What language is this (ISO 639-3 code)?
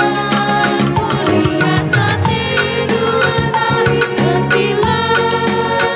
btx